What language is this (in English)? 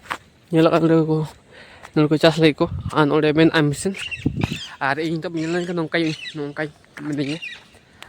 Santali